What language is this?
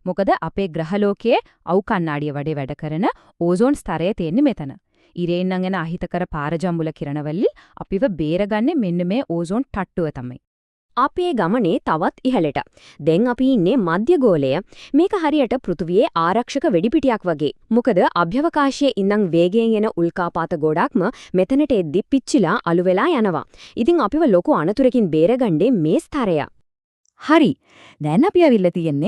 Sinhala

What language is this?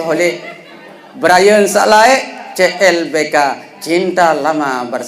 Sasak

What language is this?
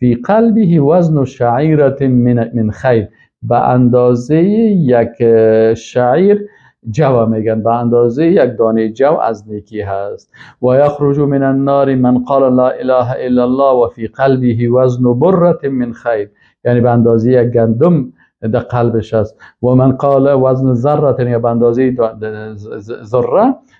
Persian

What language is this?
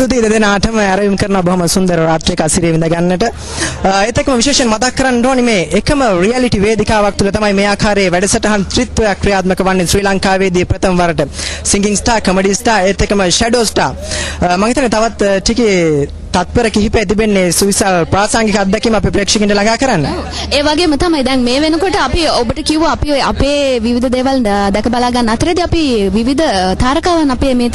Sinhala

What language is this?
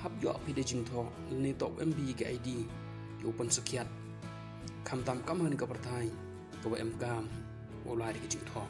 Pnar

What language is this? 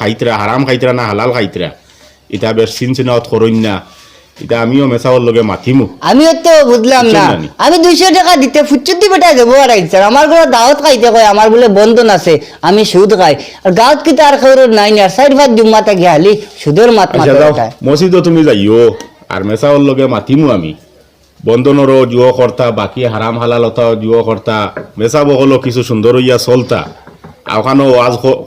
Sylheti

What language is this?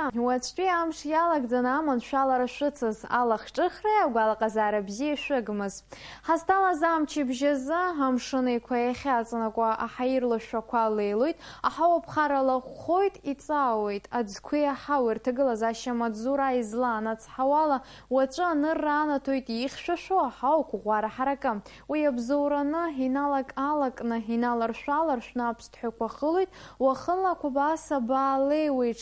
Abkhazian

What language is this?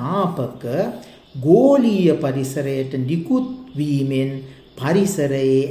Sinhala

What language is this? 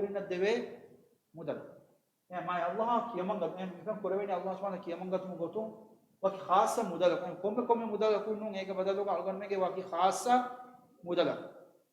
Divehi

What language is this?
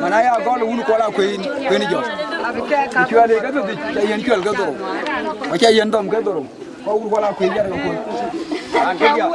Dinka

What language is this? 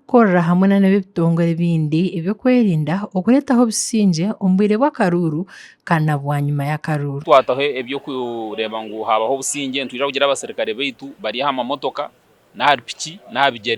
Nyankole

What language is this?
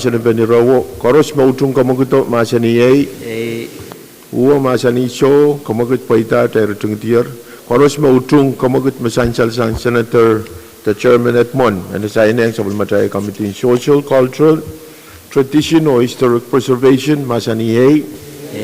Pohnpeian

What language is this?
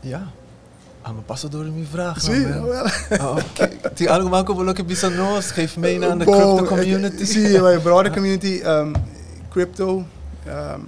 Papiamento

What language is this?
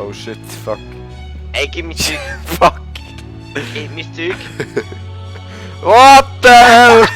Swiss German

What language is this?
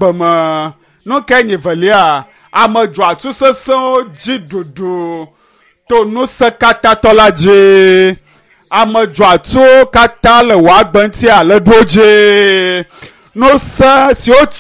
Ewe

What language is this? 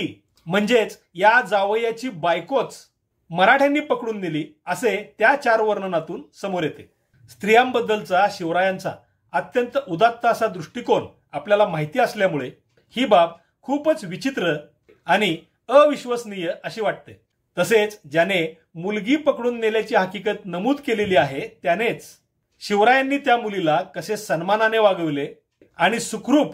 Marathi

